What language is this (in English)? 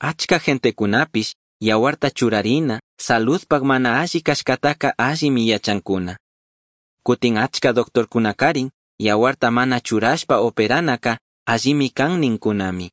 Chimborazo Highland Quichua